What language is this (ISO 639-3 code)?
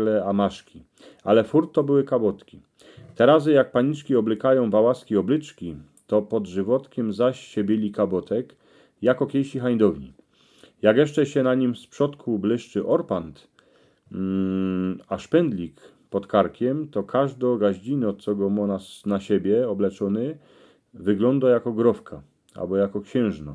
szl